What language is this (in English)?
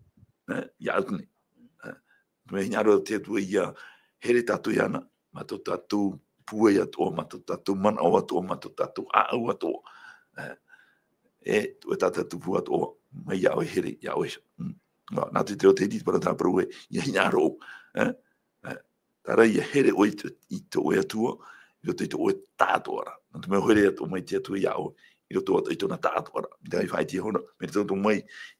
Tahitian